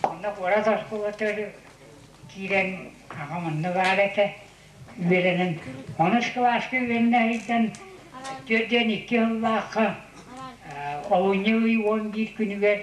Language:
Yakut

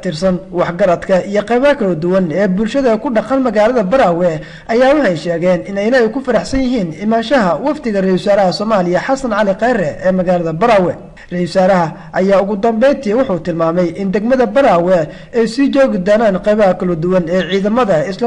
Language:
Somali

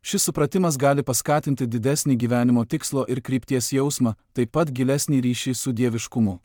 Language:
Lithuanian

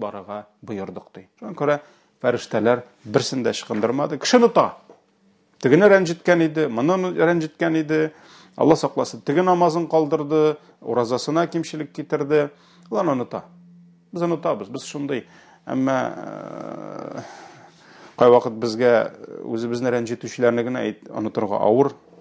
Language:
Tatar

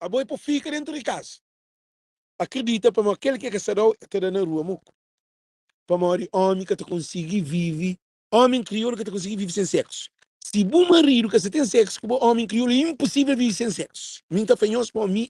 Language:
Kabuverdianu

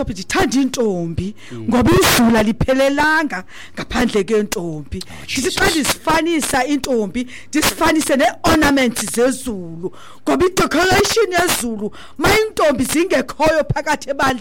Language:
Xhosa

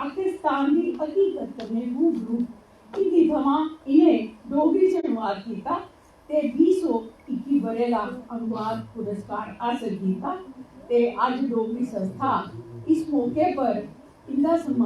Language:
Dogri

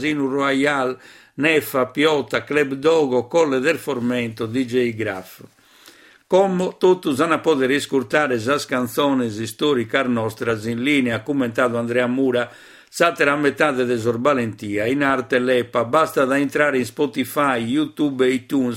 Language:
Sardinian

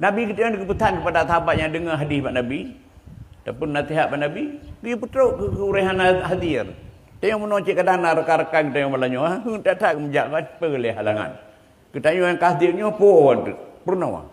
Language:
Achinese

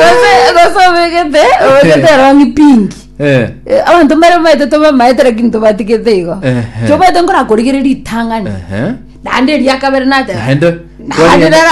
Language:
Gusii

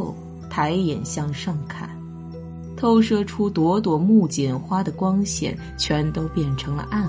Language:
Chinese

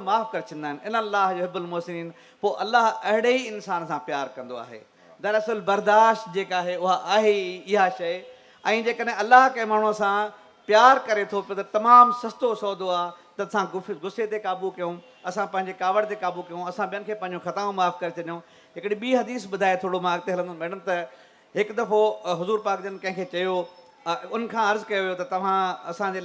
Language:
Sindhi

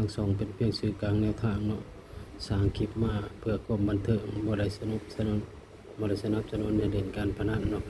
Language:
Northeastern Thai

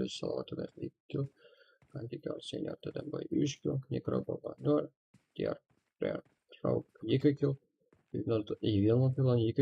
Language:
Kara-Kalpak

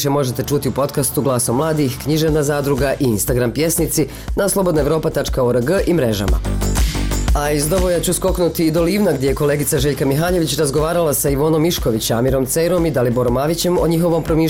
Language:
Bosnian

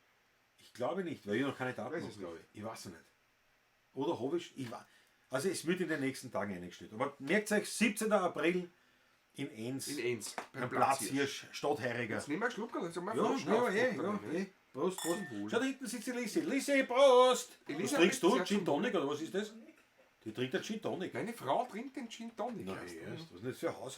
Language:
Bavarian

